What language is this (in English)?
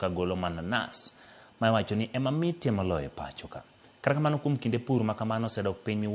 Luo (Kenya and Tanzania)